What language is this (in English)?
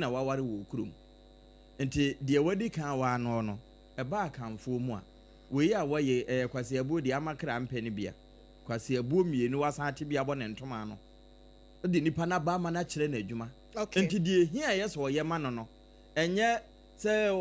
Akan